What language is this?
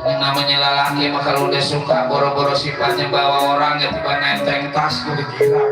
Betawi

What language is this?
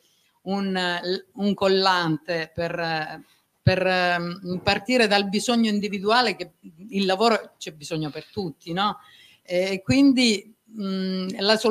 Italian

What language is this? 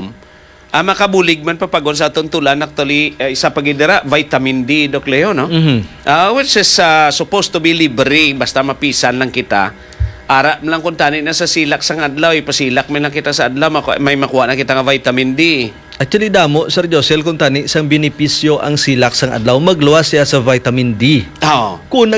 Hiligaynon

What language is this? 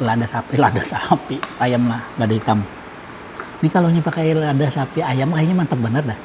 Banjar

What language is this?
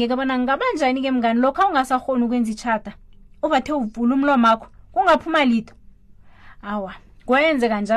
South Ndebele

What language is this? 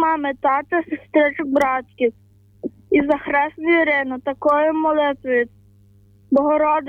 Ukrainian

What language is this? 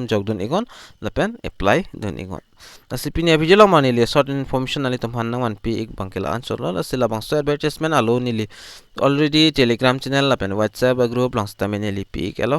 Karbi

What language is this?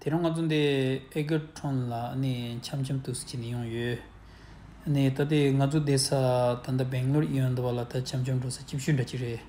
Tibetan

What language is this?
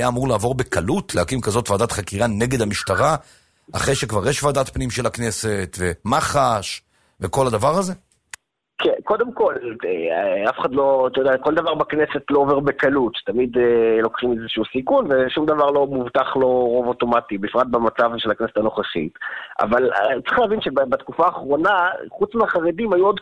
Hebrew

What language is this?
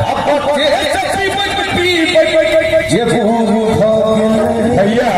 Maithili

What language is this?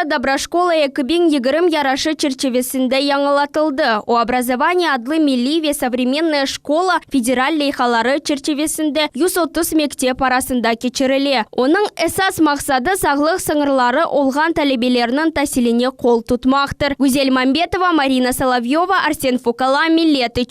Crimean Tatar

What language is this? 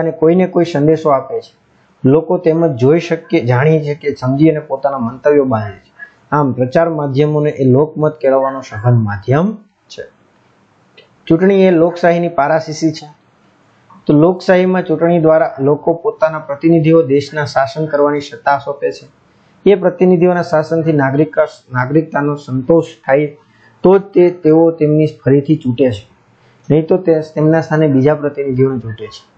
Gujarati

